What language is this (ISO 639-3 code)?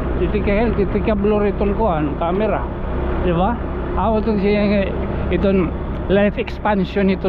war